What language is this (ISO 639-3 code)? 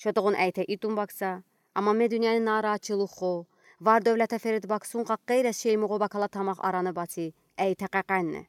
udi